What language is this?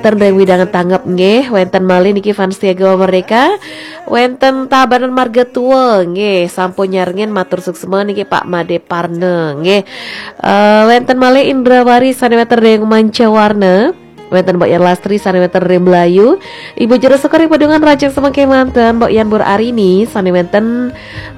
Balinese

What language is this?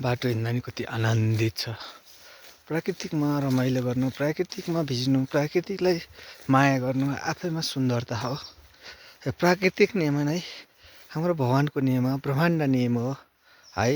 Nepali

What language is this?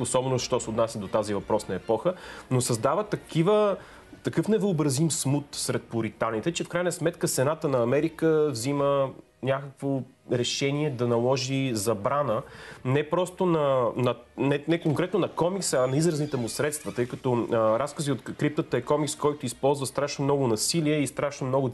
Bulgarian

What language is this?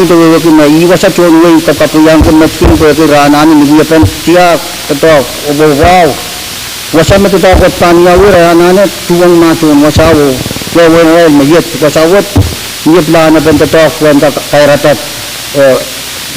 Pohnpeian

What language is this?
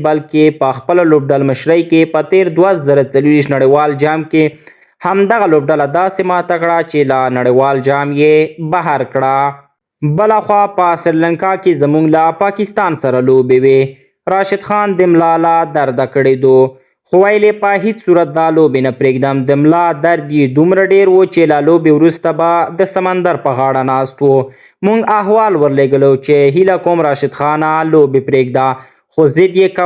Pashto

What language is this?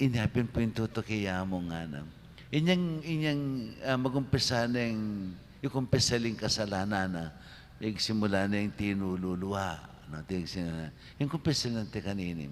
Pampanga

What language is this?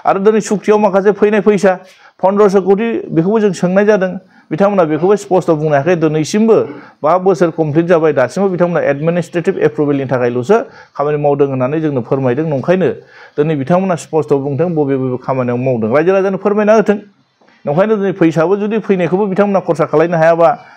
Bodo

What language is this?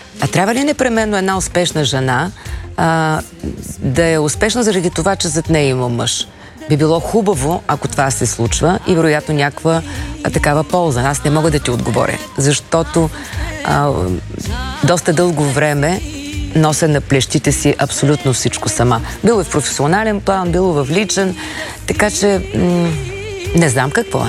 Bulgarian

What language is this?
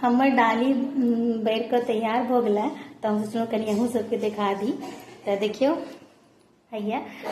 Maithili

